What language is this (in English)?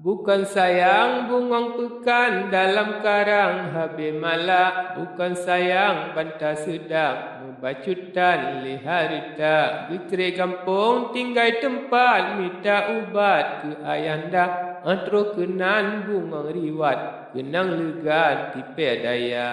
Achinese